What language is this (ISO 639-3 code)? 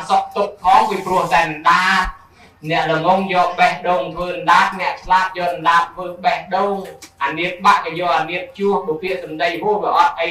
khm